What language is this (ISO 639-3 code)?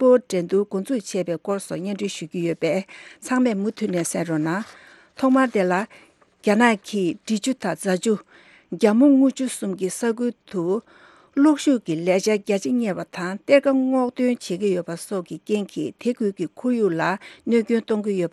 bod